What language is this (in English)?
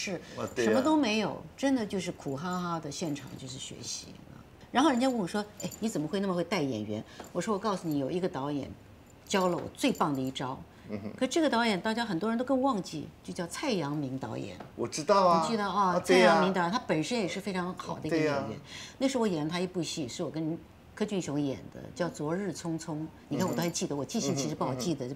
Chinese